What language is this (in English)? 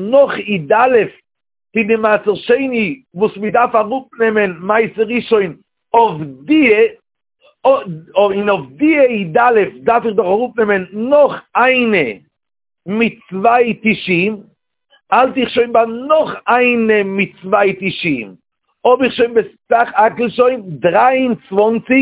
Yiddish